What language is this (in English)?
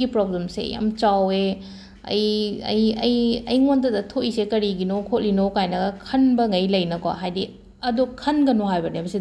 Manipuri